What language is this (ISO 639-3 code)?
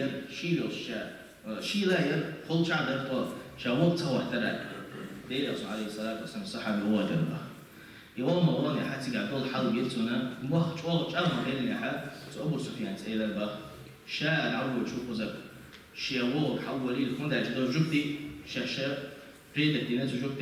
che